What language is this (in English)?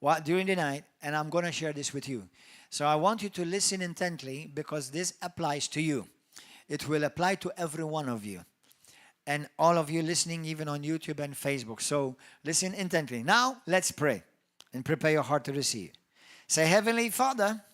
English